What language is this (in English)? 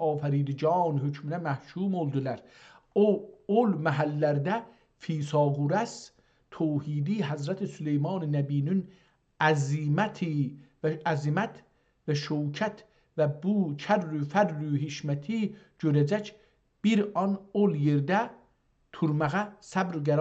South Azerbaijani